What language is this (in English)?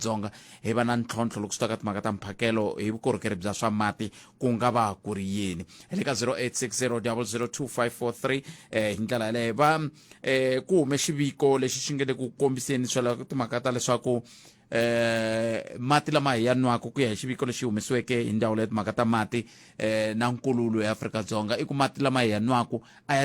Tsonga